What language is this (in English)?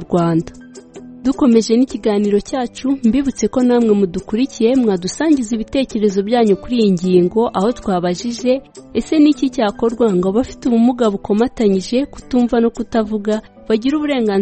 Kinyarwanda